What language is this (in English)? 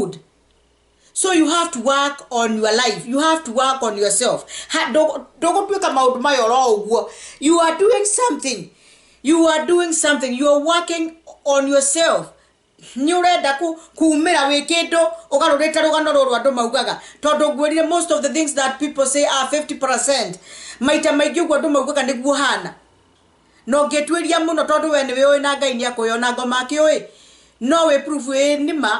Kikuyu